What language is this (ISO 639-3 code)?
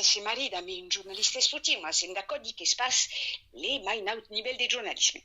oci